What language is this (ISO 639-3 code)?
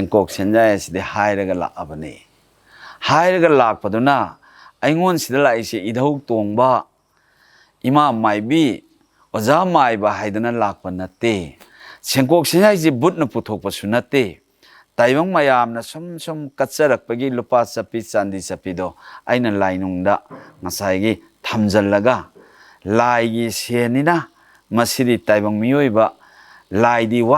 mni